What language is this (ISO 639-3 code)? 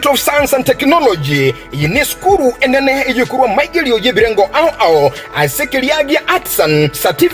guz